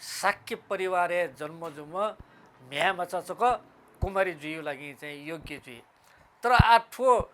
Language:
Newari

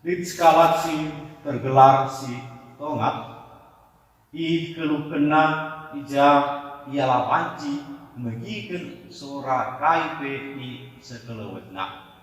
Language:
Batak Karo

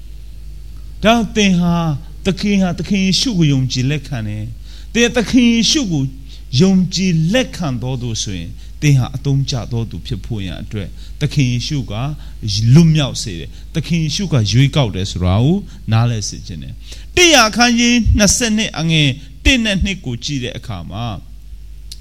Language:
Burmese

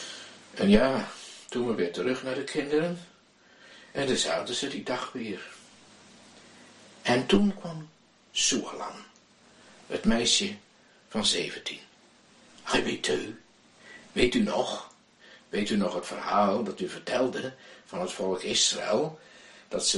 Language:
Dutch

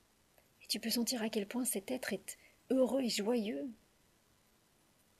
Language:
French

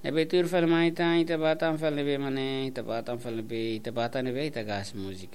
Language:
Tetum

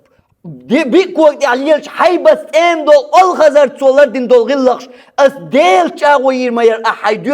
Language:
Chechen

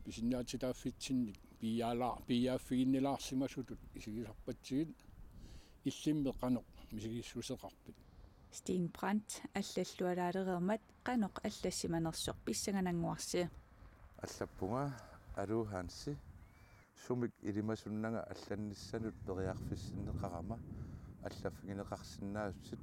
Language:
Kalaallisut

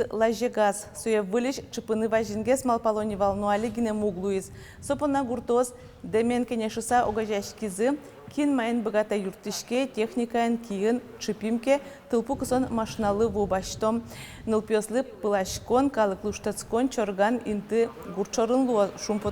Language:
Udmurt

